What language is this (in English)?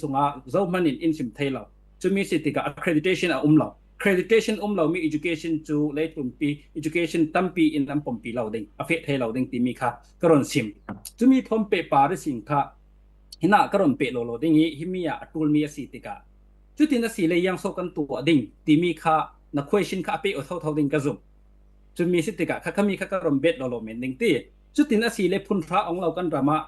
Falam Chin